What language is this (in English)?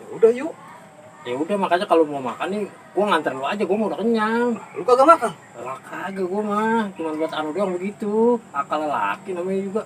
Betawi